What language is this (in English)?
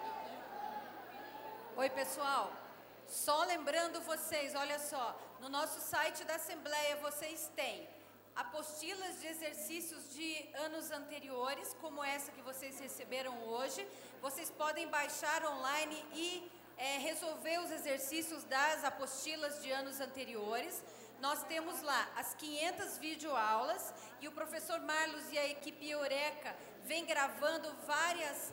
Portuguese